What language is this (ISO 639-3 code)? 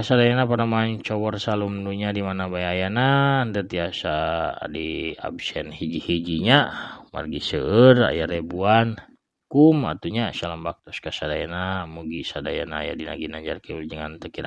sun